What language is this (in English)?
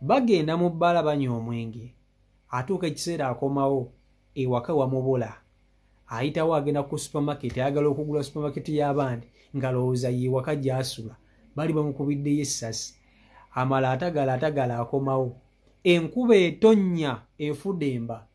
Ganda